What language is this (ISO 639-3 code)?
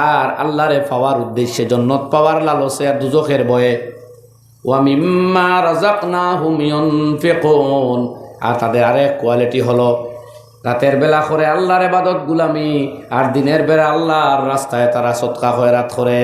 syl